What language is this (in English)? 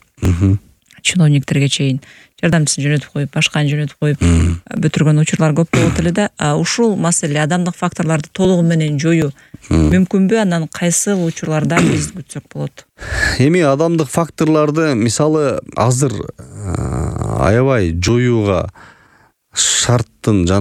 Kyrgyz